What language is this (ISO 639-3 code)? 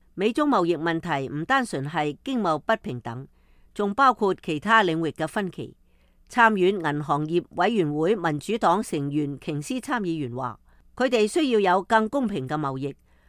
yue